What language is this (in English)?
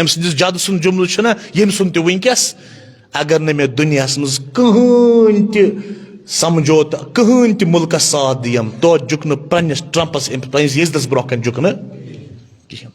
Kashmiri